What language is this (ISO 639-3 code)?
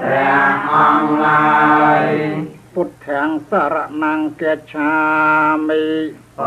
khm